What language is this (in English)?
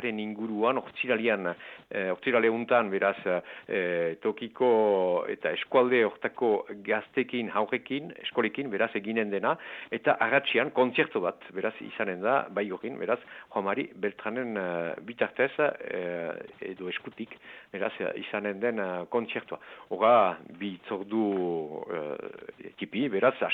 Basque